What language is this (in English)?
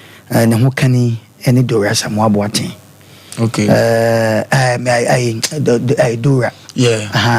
Akan